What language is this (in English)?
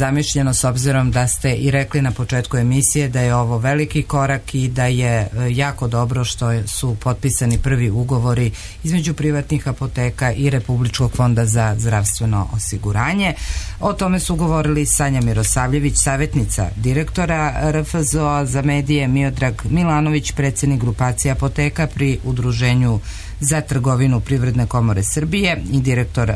Serbian